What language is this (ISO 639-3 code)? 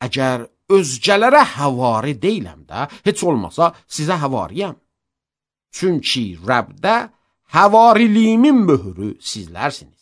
aze